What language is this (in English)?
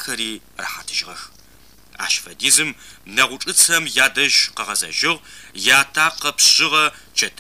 Adyghe